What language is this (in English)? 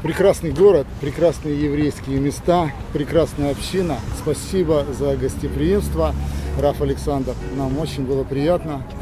Russian